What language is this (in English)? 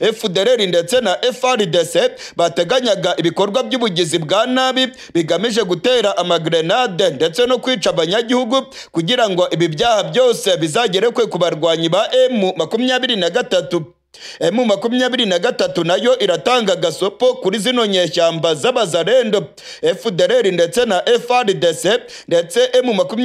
Kinyarwanda